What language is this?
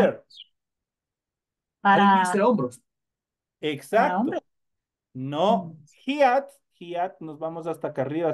Spanish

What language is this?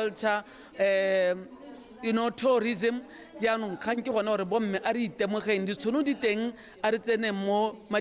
Tswana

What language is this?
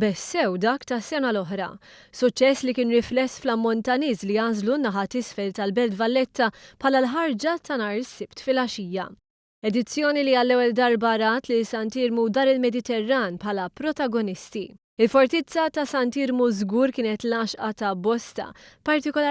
Maltese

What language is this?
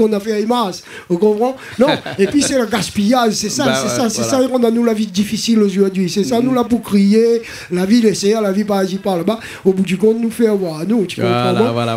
Réunion Creole French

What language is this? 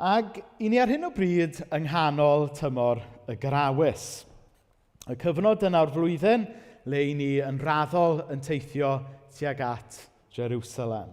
Welsh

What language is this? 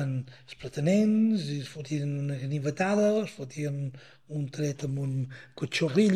Catalan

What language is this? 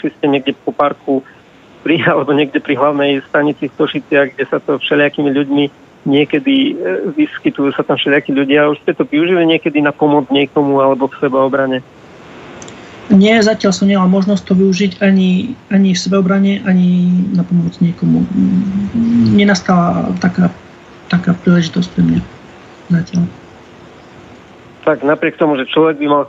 Slovak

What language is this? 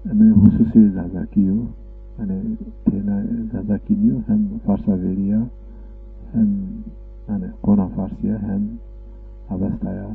Zaza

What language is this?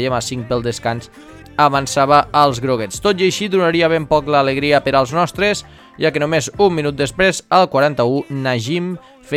Catalan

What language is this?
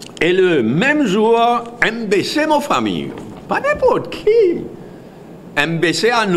Morisyen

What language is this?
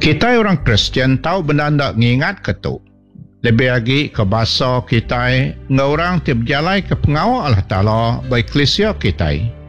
Iban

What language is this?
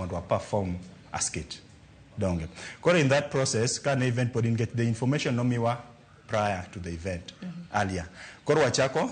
Luo (Kenya and Tanzania)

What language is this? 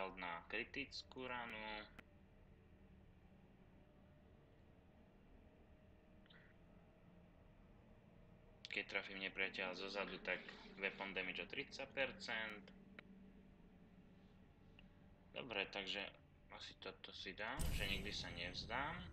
Slovak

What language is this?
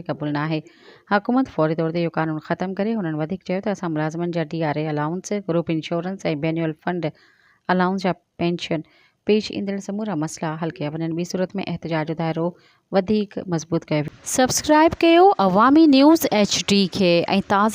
Sindhi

